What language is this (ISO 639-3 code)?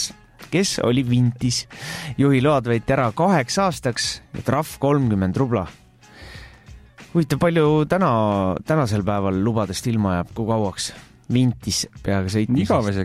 est